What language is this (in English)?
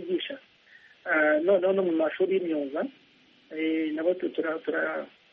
Kinyarwanda